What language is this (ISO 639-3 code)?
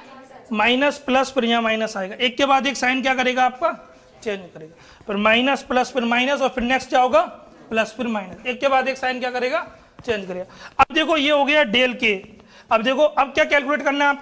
hin